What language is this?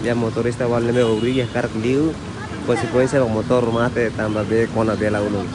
Tetum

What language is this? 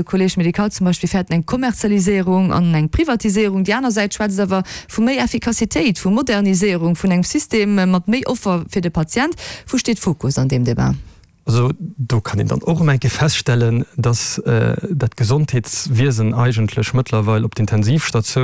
Luxembourgish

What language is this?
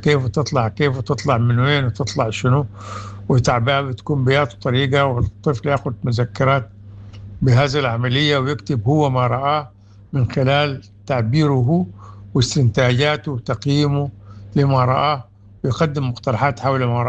Sudanese Arabic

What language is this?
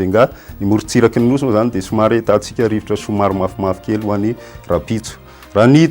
Malagasy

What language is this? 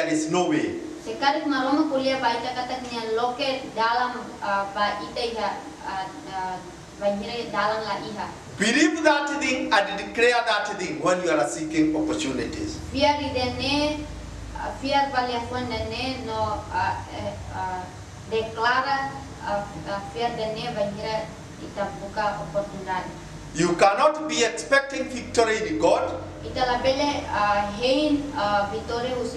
Tetum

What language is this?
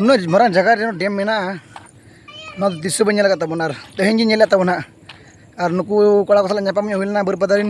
Santali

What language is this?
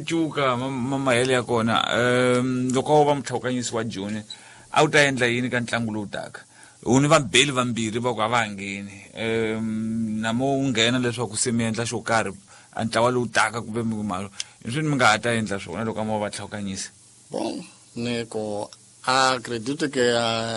Tsonga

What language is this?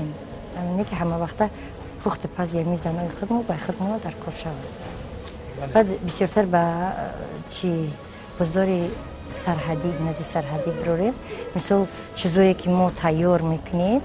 Tajik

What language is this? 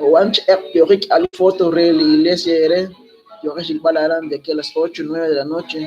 Kekchí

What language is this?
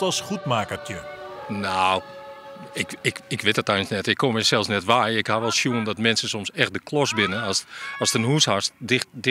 Western Frisian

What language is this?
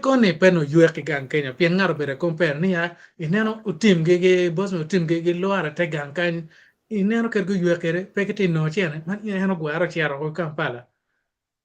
Acoli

